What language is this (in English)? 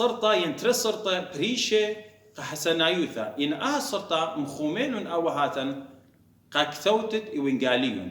Assyrian Neo-Aramaic